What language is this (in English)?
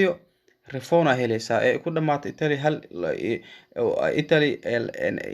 Somali